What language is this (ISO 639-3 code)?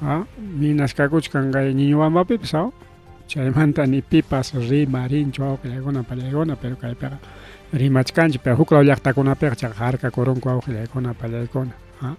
quy